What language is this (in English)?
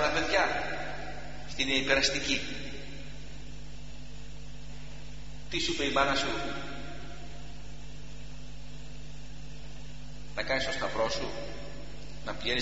Greek